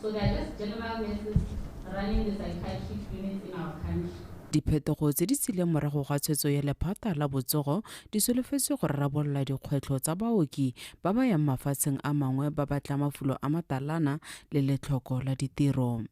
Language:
Tswana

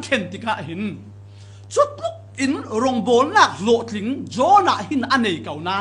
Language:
Falam Chin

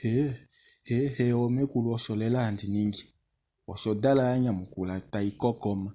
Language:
Kuanyama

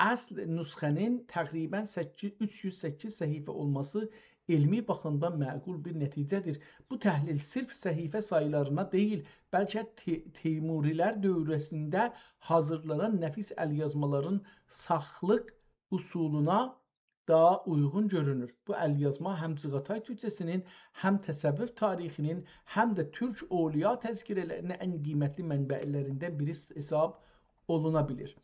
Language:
South Azerbaijani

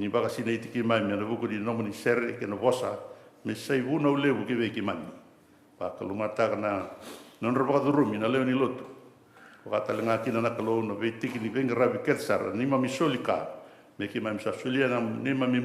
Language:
Fijian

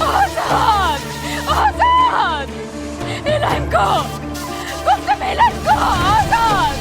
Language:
Persian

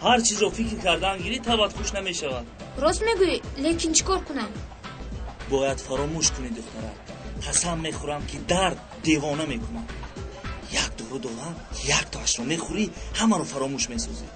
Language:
Tajik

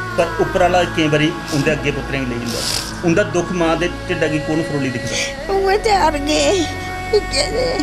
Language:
Dogri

